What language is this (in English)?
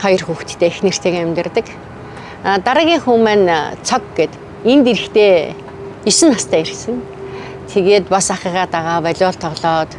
Mongolian